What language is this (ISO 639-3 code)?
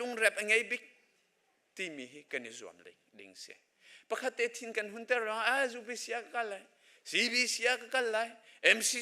cnh